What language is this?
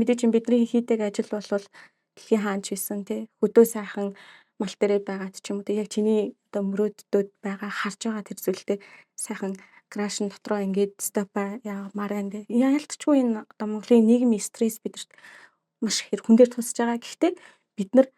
Mongolian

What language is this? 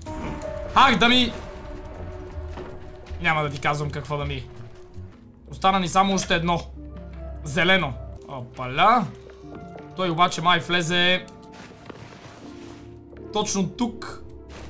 Bulgarian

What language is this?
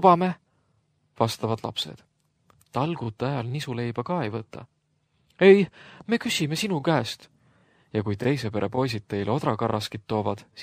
Estonian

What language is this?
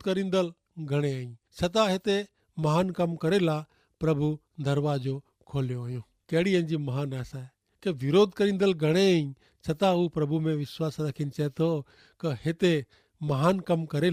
Kachhi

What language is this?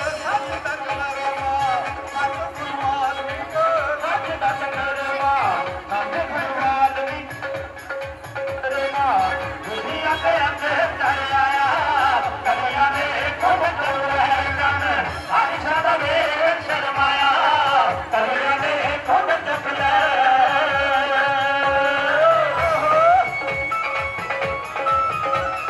Punjabi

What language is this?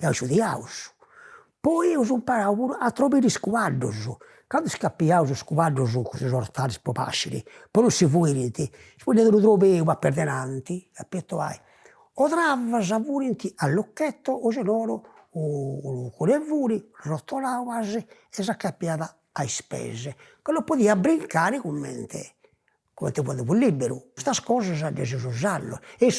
Sardinian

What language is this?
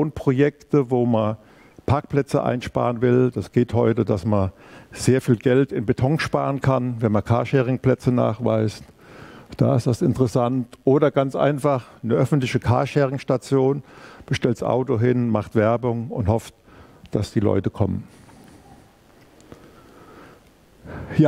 German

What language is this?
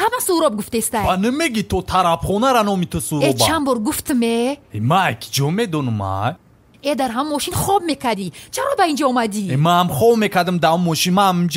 Tajik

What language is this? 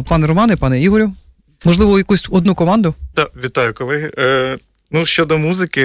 Ukrainian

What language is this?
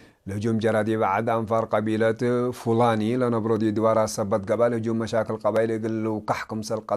Tigre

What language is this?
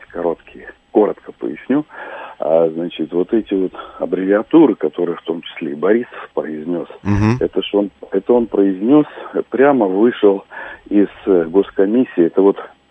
Russian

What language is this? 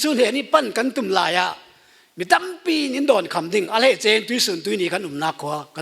Falam Chin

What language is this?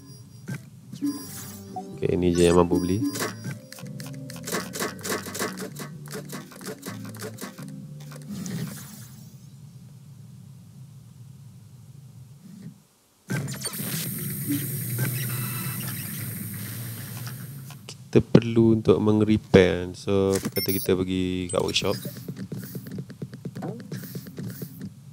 Malay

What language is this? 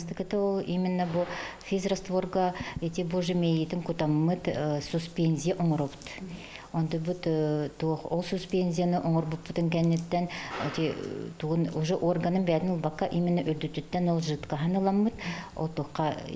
Yakut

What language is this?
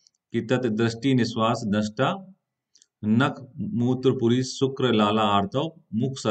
Hindi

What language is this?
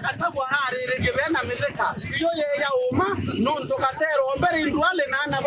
Meru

